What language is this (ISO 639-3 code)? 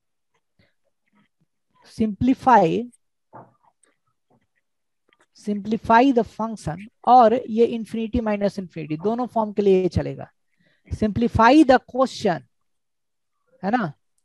hin